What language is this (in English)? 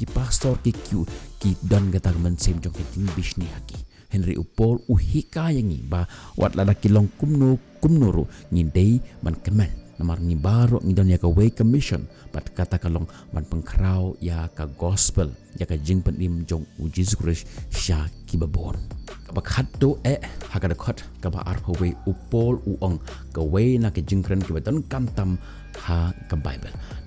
Khasi